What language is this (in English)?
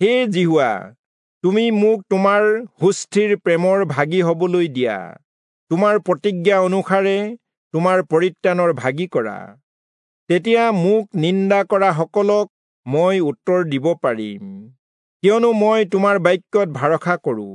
Assamese